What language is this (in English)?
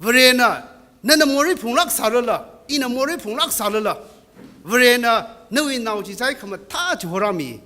Tangkhul Naga (India)